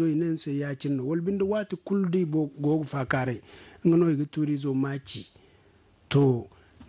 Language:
Zarma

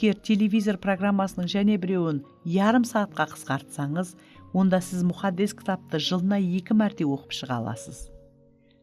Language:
Kara-Kalpak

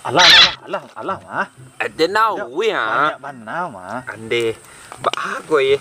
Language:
Minangkabau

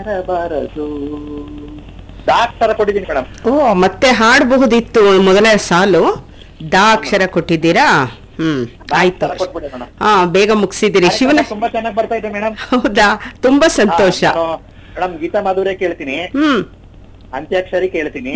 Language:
Kannada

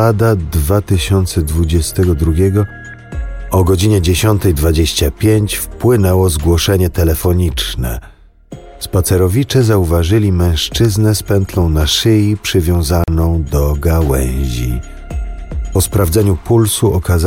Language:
Polish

